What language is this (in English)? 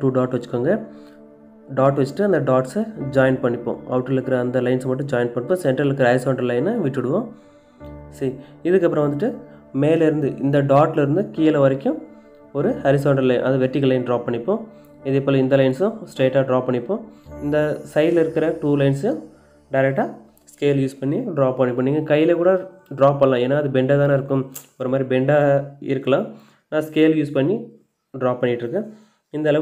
Tamil